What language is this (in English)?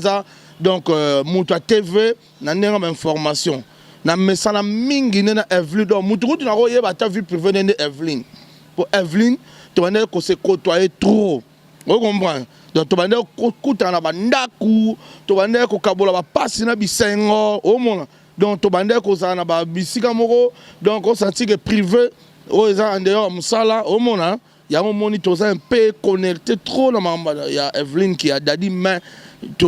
Lingala